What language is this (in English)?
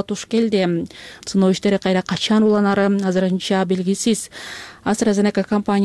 Kyrgyz